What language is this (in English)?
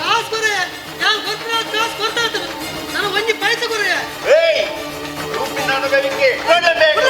Tulu